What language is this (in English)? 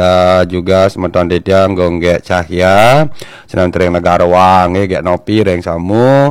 Balinese